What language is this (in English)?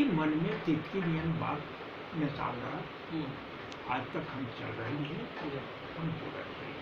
Magahi